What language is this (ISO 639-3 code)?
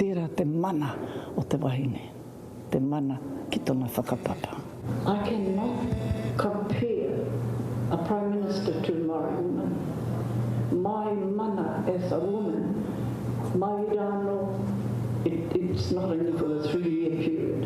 mri